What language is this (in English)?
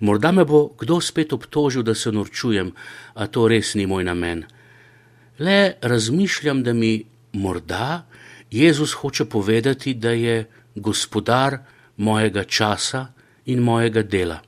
Slovenian